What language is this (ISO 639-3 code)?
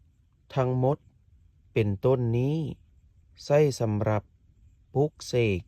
lao